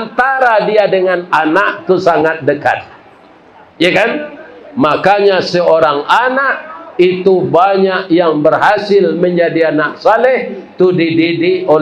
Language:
Minangkabau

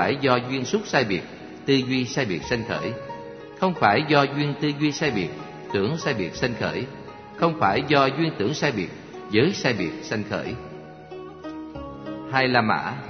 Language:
Vietnamese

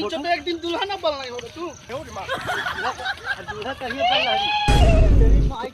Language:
Magahi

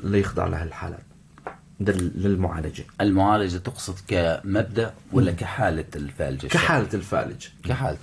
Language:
North Levantine Arabic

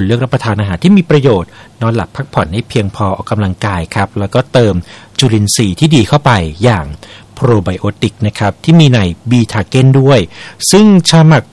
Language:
Thai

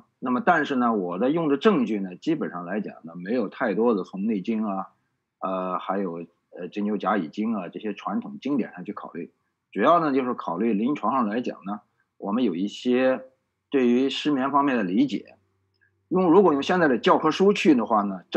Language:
Chinese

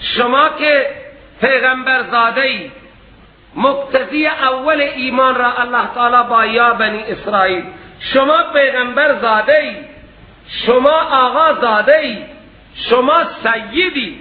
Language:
Persian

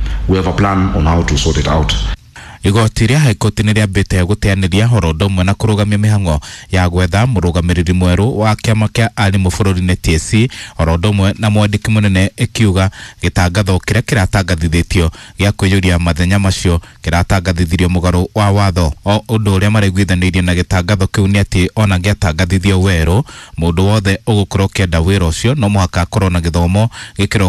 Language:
Kikuyu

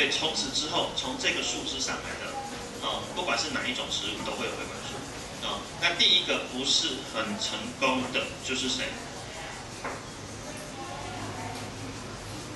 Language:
Chinese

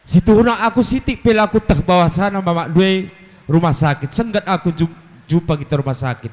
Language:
Batak Karo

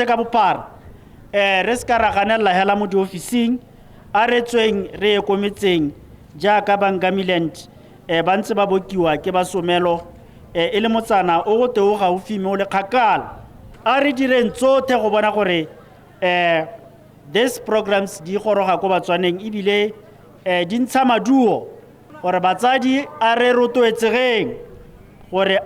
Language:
Tswana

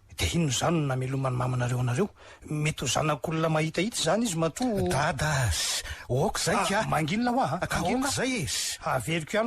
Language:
Malagasy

